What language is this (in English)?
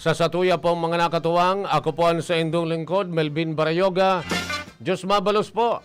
Bikol